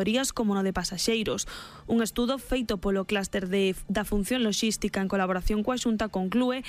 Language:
Galician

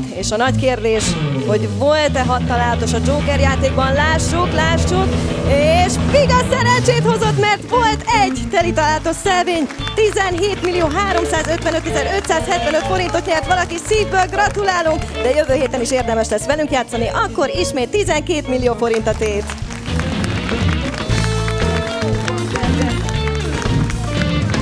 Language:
Hungarian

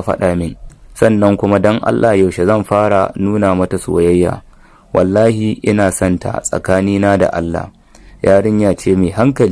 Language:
Hausa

